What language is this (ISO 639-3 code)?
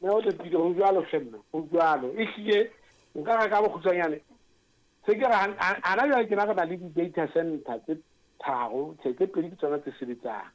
sot